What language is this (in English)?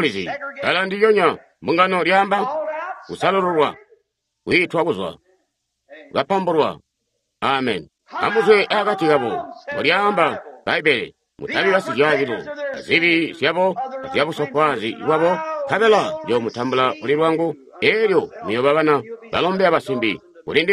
Tonga (Zambia)